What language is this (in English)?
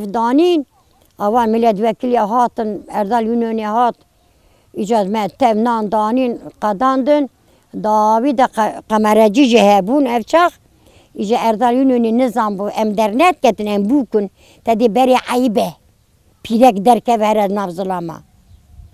Kurdish